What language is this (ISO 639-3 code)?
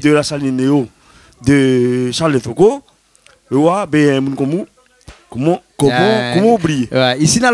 rcf